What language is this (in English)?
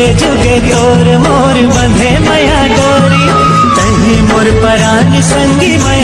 Chhattisgarhi